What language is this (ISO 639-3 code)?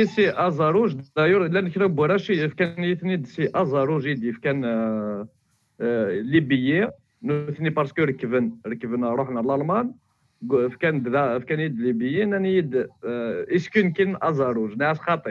kab